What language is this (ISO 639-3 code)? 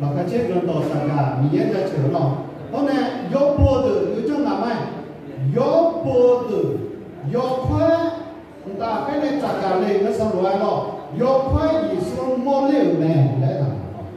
ahk